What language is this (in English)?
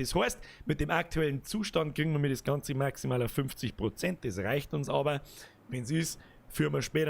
Bavarian